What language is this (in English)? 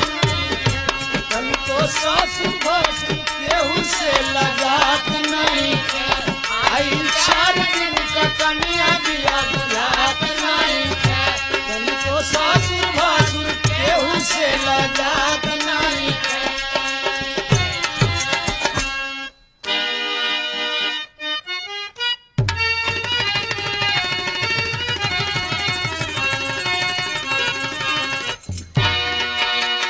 Bhojpuri